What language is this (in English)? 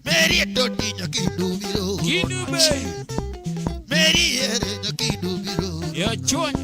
Luo (Kenya and Tanzania)